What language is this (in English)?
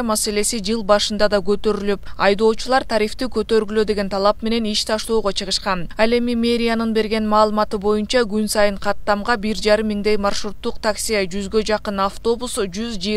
Kyrgyz